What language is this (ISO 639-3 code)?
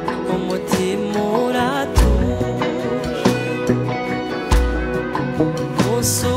kin